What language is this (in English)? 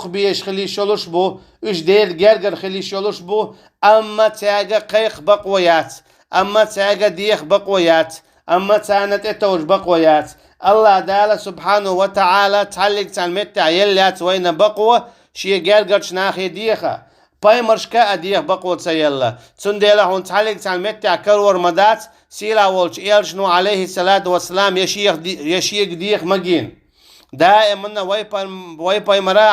Chechen